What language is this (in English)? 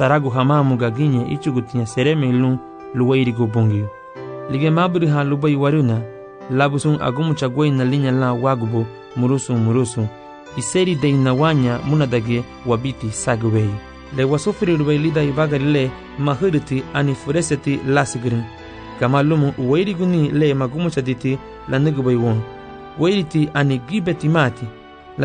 Garifuna